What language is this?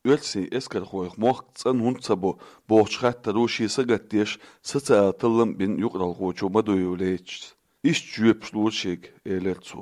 Chechen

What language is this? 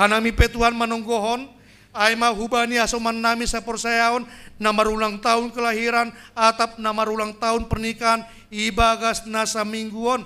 Batak Simalungun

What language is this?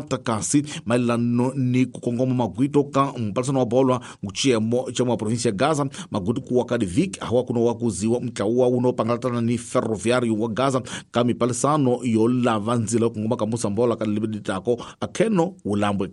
Tsonga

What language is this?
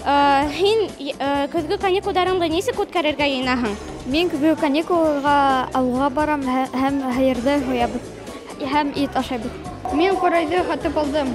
Bashkir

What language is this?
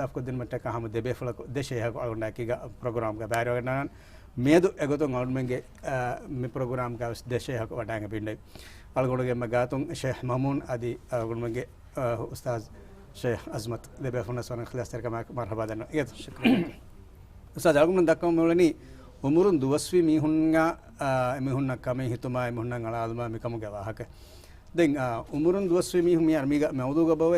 Divehi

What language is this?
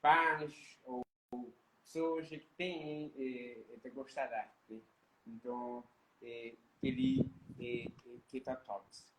Kabuverdianu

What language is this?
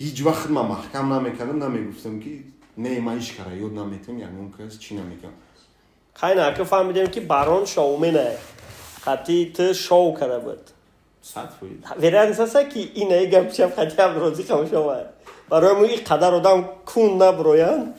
Tajik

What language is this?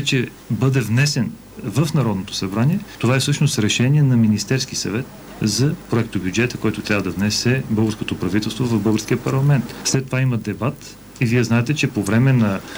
Bulgarian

